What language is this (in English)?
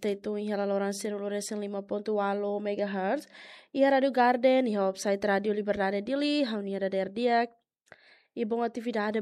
Tetum